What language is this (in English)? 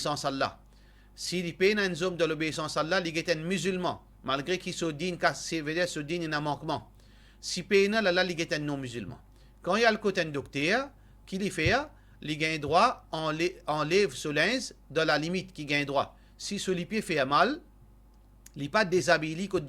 Morisyen